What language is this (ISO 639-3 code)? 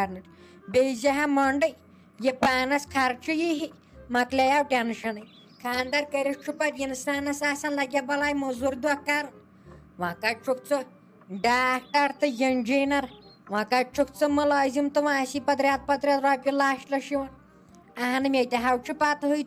kas